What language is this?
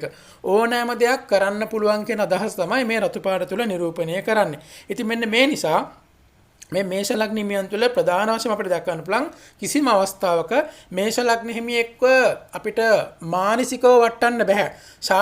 Sinhala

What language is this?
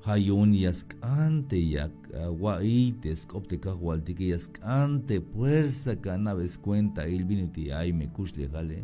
Tzeltal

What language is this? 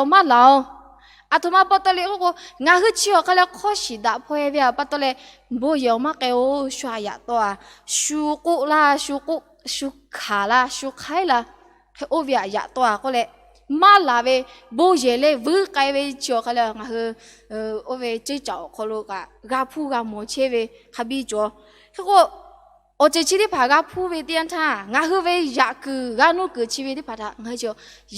Lahu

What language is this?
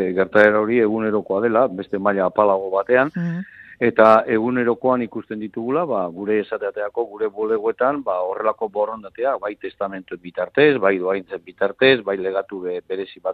Basque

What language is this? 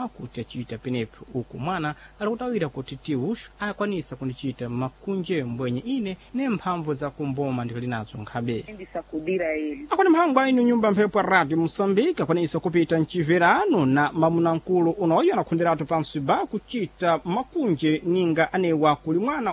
Sena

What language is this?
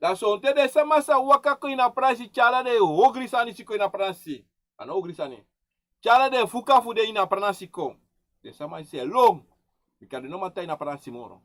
Sranan Tongo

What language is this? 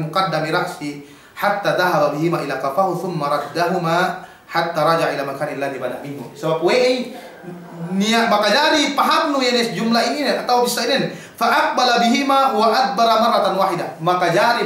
Yakan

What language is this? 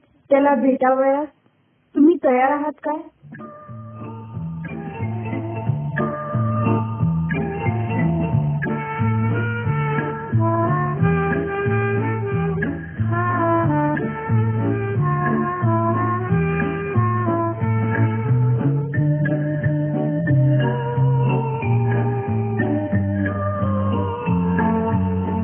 Marathi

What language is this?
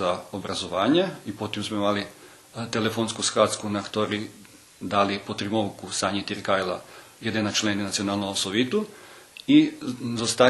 Rusyn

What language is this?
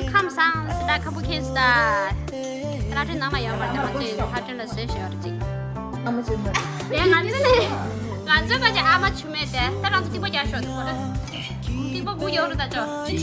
Tibetan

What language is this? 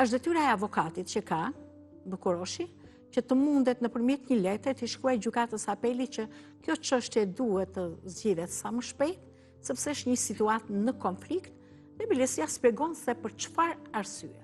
Albanian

